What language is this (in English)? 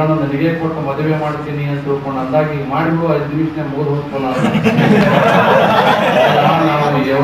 Kannada